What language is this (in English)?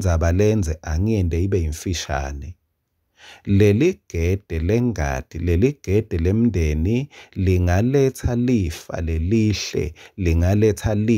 Swati